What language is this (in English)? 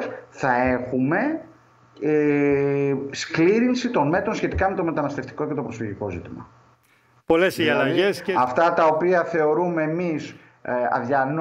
Greek